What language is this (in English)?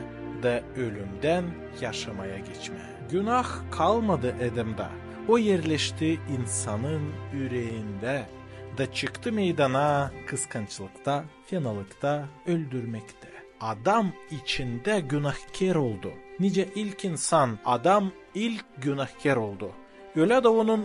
Gagauz